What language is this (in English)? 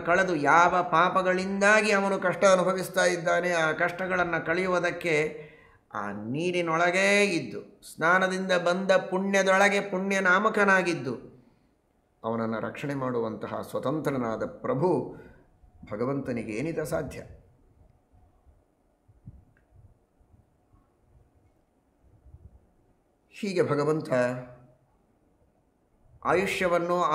Kannada